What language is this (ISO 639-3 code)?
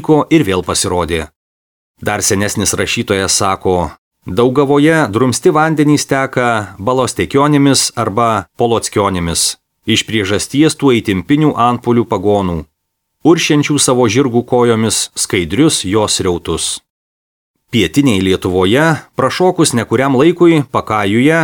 lit